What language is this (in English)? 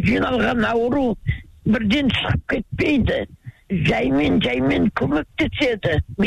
Kazakh